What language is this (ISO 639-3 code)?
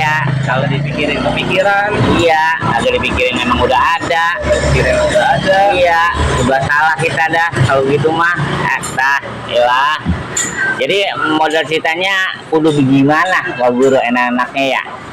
bew